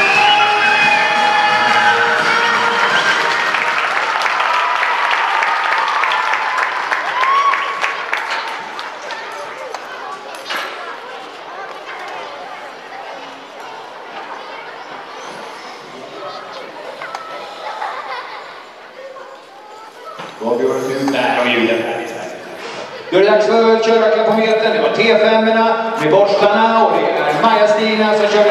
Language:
Swedish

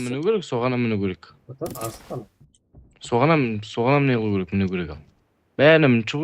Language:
Kara-Kalpak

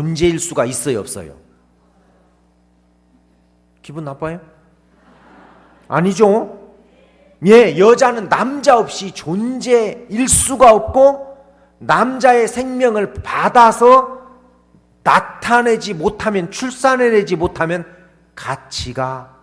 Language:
Korean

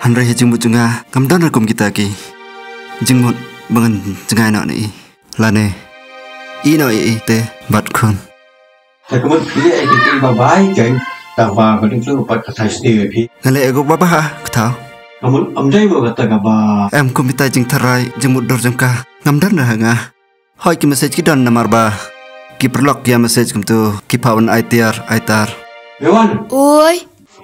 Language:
Khasi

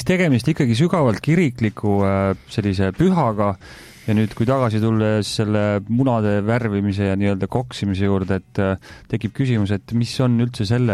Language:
Estonian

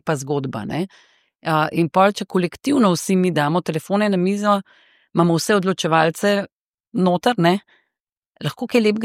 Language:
Slovenian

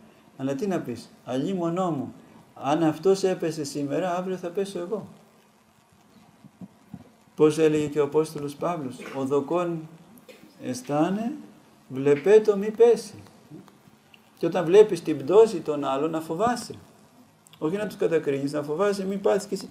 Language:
Greek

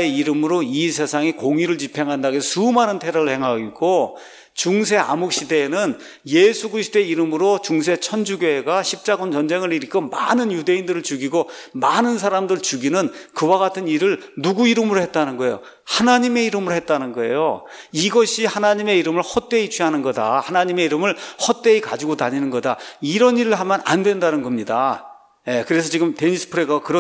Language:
Korean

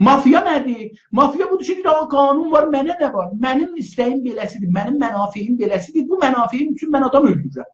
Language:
South Azerbaijani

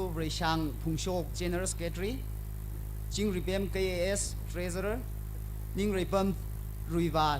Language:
Tangkhul Naga (India)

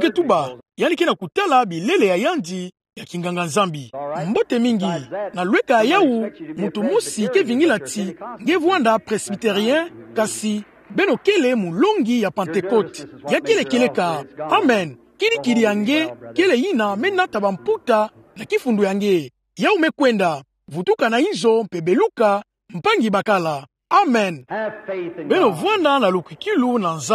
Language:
Kituba (Democratic Republic of Congo)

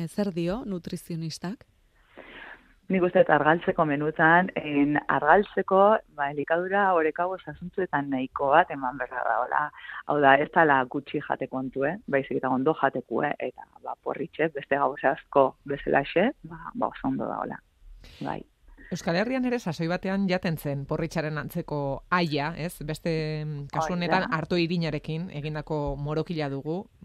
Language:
Basque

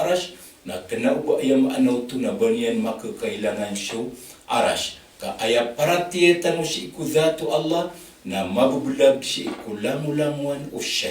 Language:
Maranao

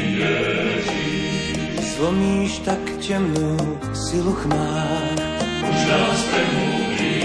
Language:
Slovak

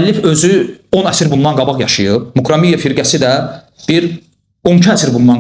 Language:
Azerbaijani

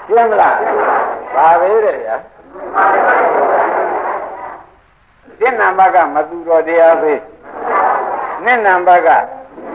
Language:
Burmese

